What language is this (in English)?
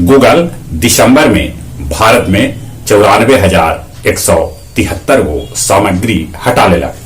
Magahi